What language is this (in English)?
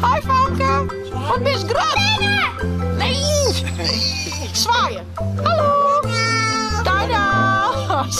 Western Frisian